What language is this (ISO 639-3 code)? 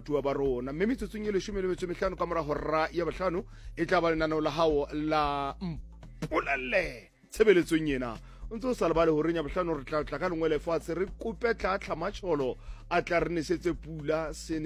sot